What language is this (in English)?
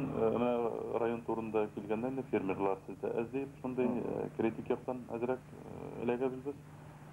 Tatar